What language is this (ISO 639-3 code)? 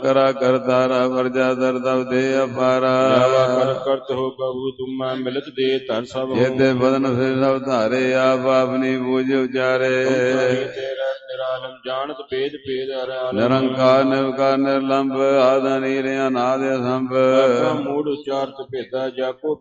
pan